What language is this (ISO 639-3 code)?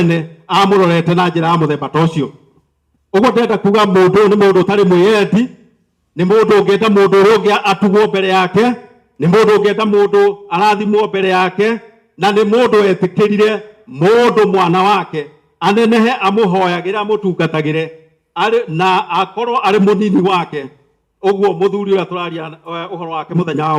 kik